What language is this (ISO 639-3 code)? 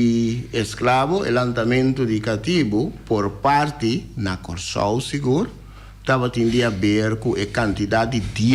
pap